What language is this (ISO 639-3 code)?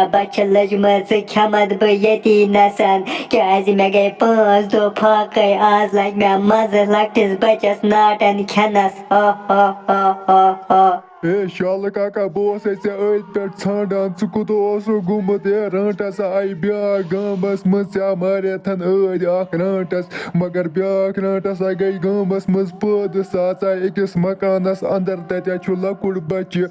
kas